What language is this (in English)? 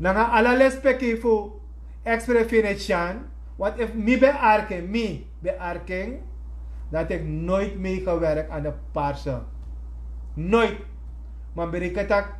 Sranan Tongo